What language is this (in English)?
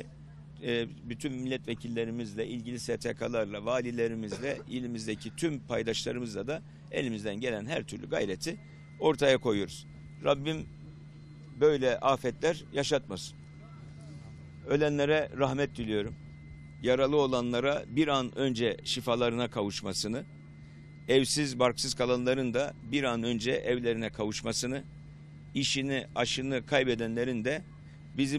Turkish